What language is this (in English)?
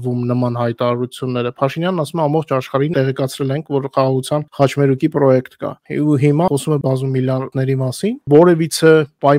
Armenian